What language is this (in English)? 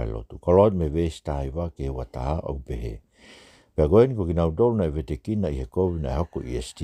Tongan